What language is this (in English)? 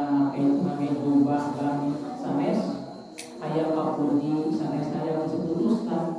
Sundanese